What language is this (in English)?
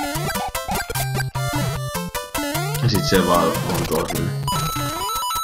Finnish